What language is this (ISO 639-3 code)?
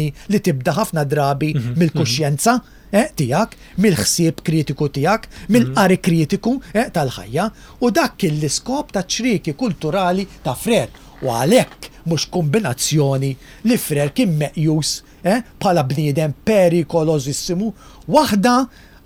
mlt